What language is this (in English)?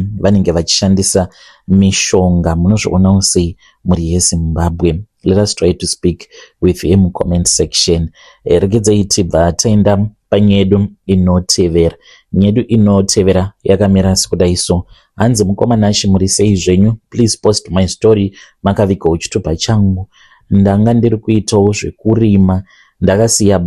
Shona